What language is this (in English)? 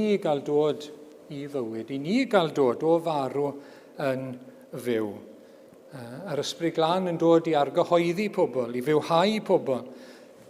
Welsh